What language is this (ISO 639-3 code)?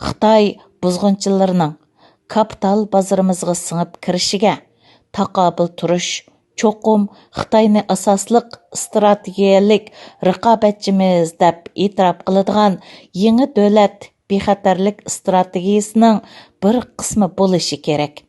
uig